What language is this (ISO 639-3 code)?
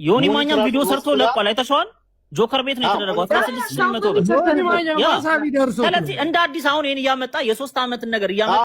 amh